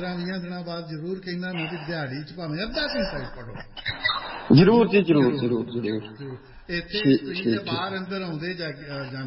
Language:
Punjabi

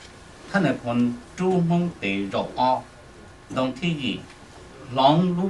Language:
Hmong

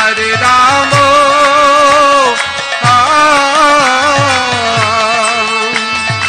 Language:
Hindi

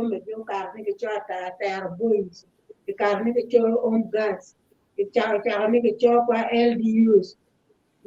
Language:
Acoli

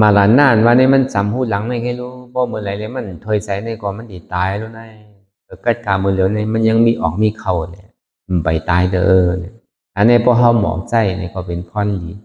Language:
Shan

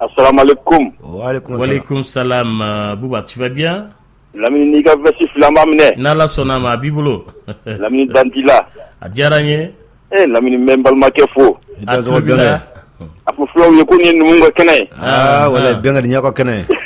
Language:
Bambara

